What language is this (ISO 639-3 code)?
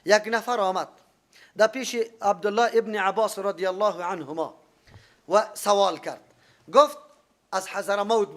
fas